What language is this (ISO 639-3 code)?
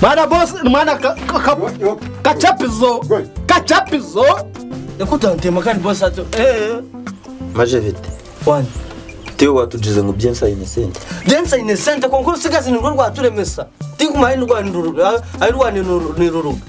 nyn